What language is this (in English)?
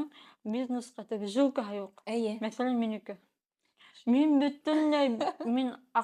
Bashkir